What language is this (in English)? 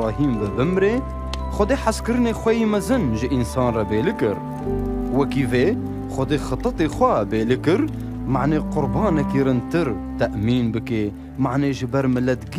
Kurdish